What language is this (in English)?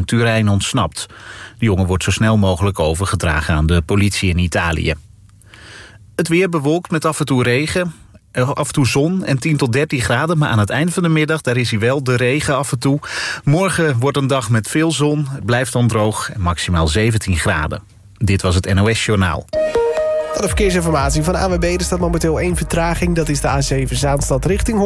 Dutch